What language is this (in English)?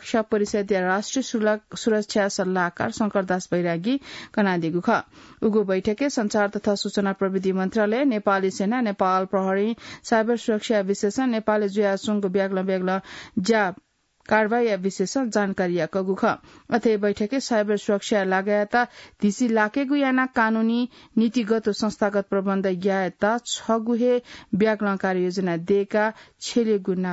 Newari